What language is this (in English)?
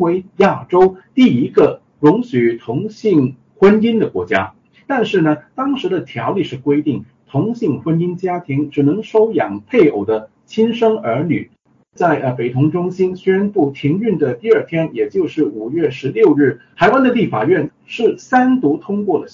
Chinese